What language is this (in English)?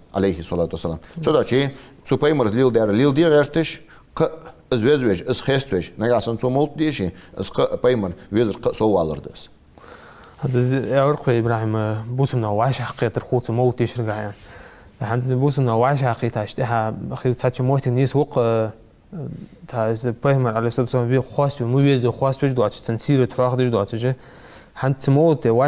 Ingush